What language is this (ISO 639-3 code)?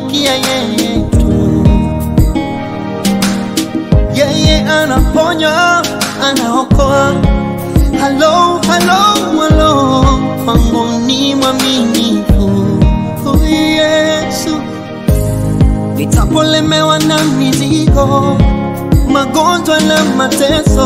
swa